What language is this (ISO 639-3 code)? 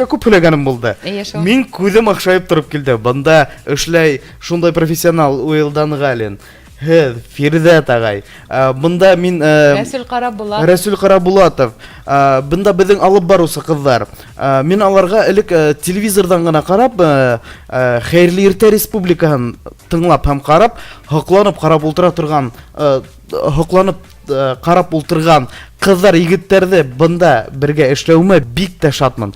bak